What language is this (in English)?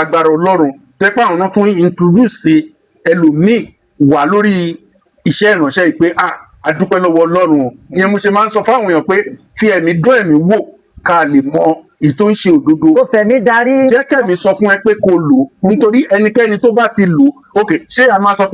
Yoruba